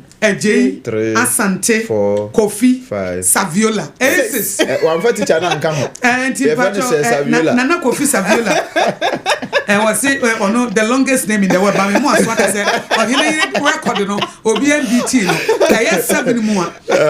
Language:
Akan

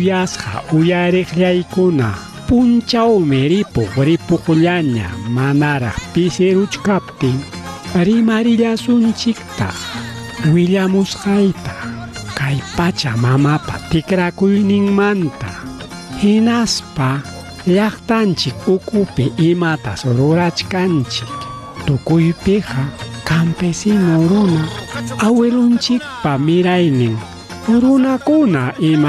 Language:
Ayacucho Quechua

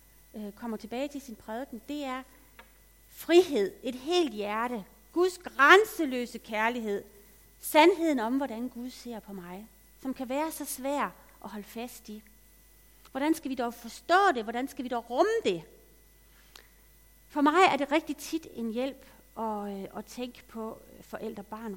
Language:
Danish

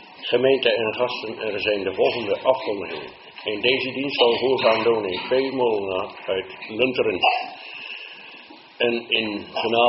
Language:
Dutch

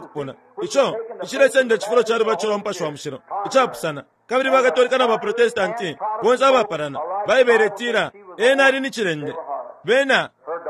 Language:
Bemba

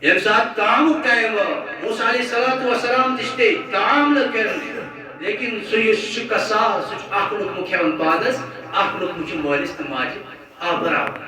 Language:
Kashmiri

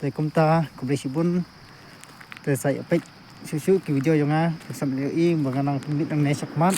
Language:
Khasi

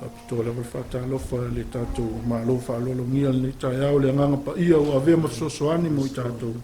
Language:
Samoan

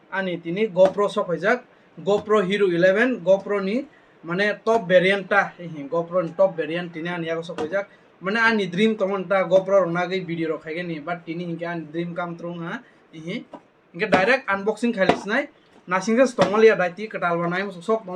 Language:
Kok Borok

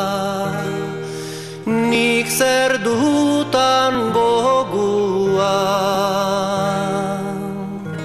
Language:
Basque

